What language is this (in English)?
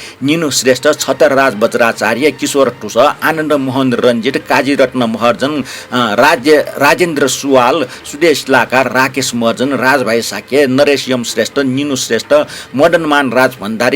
Newari